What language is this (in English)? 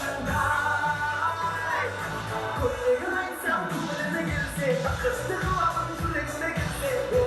Kara-Kalpak